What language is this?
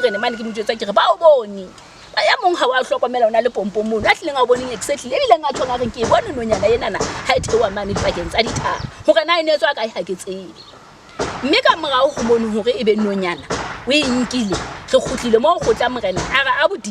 Southern Sotho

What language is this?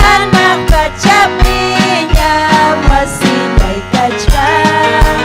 Ayacucho Quechua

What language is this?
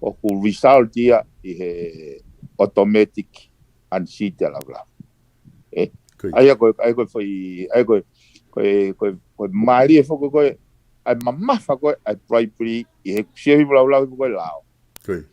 Tongan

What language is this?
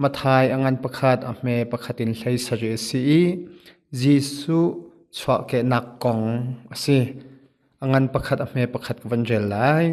Hakha Chin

